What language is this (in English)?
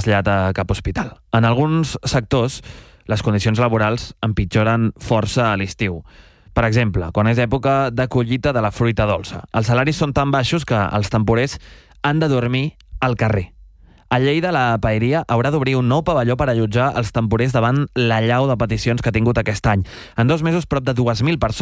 Catalan